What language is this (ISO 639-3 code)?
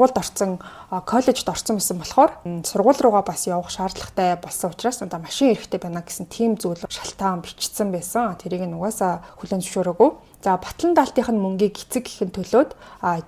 mon